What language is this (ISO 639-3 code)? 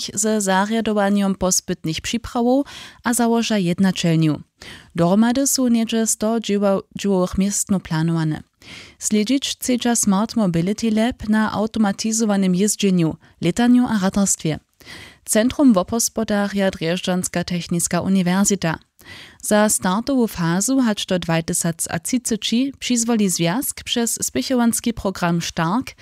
hsb